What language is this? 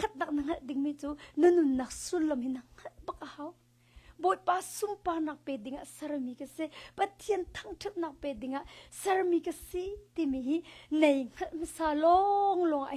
Hakha Chin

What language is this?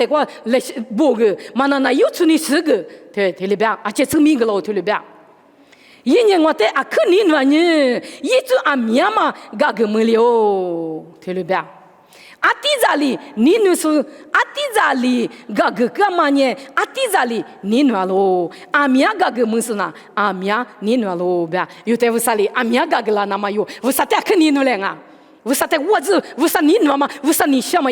Lisu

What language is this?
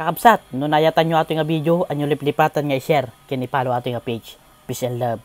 Iloko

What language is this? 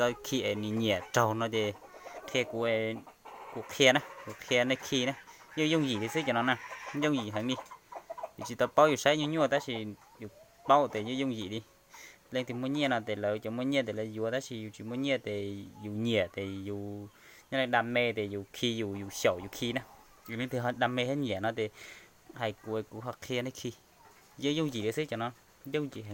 Hmong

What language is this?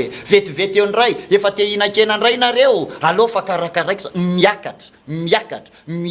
Malagasy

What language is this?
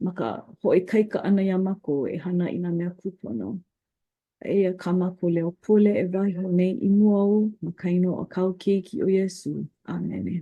Hawaiian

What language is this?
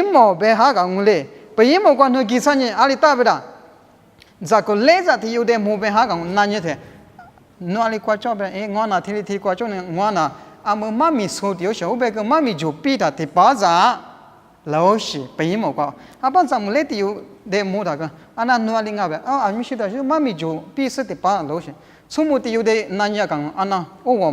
Lisu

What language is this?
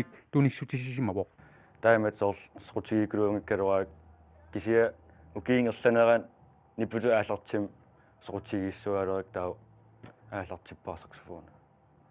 Kalaallisut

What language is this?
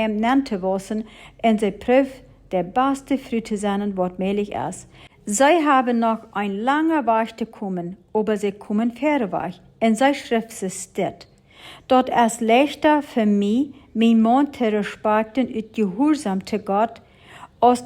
Plautdietsch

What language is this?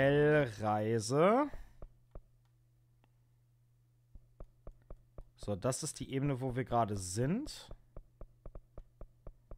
German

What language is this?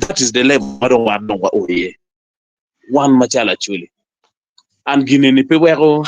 Acoli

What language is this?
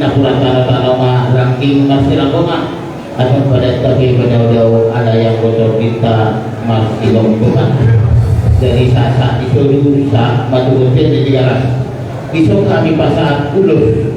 Batak Toba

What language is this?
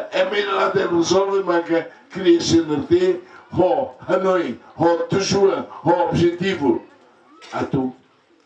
Tetum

